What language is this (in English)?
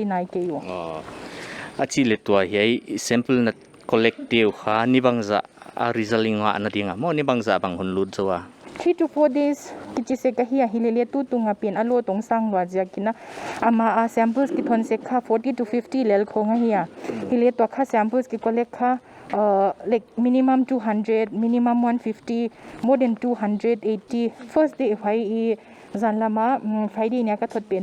Paite Chin